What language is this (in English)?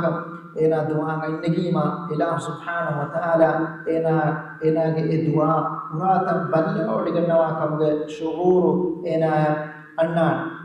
Divehi